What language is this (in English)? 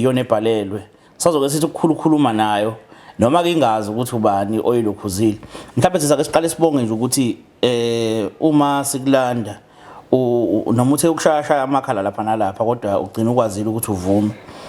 Zulu